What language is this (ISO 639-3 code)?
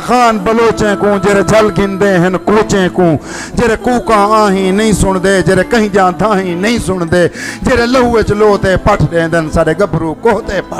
skr